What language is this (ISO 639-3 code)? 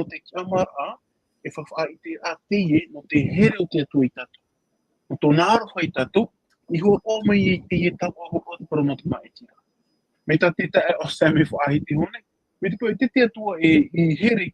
tah